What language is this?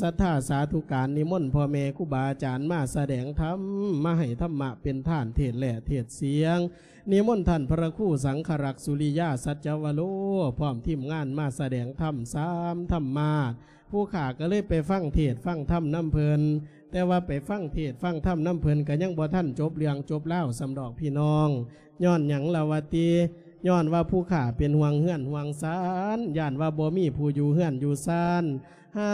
Lao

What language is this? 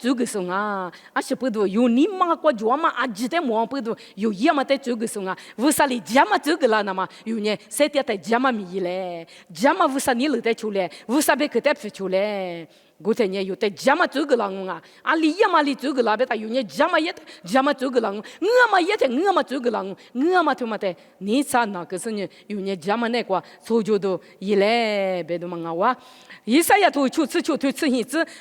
Lisu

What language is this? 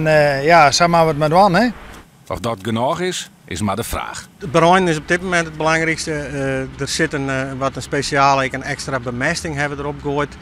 Western Frisian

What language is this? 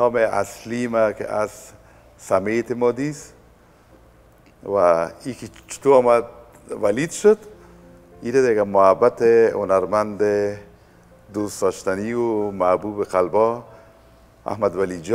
Persian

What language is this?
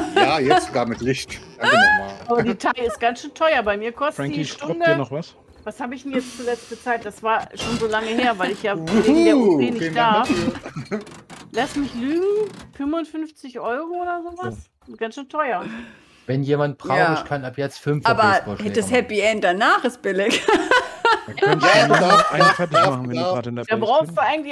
German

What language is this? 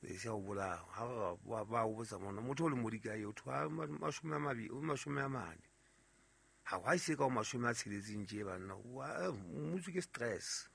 Southern Sotho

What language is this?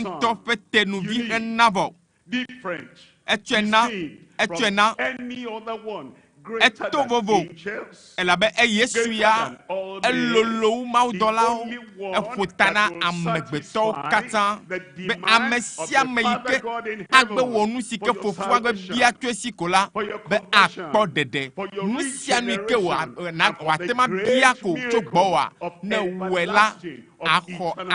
Ewe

